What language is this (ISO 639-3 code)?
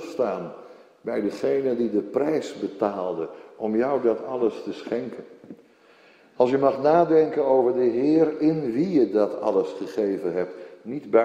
nld